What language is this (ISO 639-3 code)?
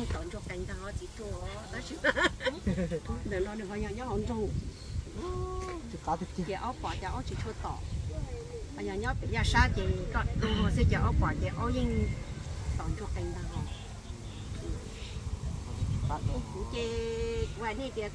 vie